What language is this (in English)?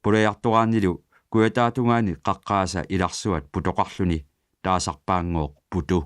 Kalaallisut